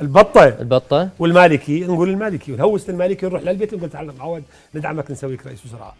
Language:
Mesopotamian Arabic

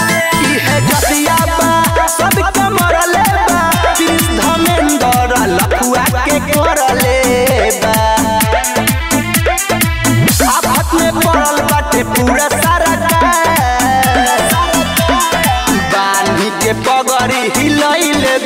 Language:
Bhojpuri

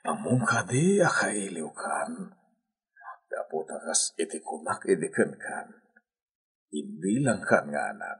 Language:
Iloko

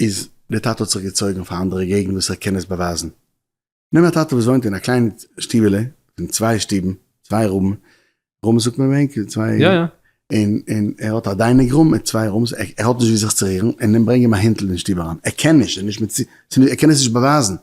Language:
Yiddish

